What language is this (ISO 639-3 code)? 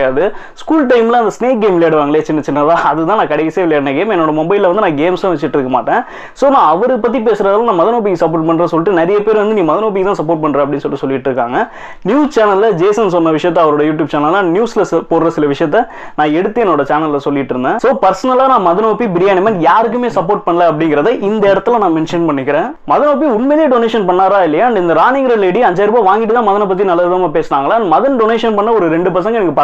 tam